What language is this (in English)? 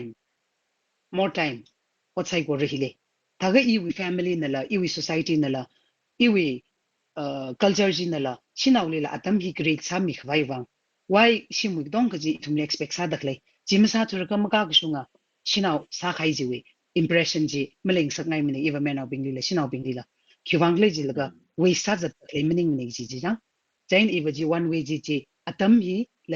Tangkhul Naga (India)